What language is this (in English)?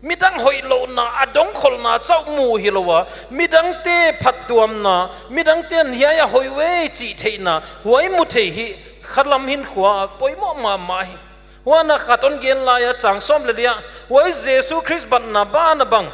Paite Chin